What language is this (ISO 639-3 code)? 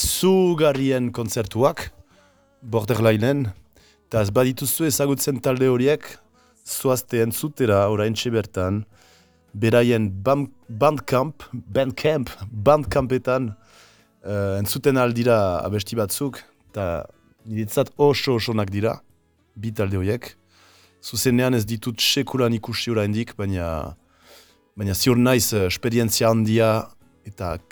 eus